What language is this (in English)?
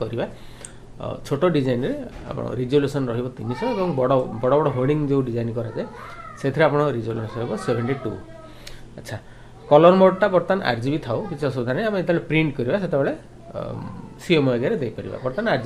Odia